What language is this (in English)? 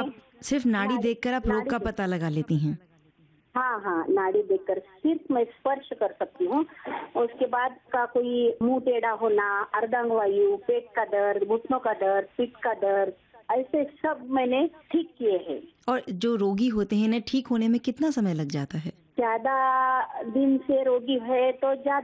Hindi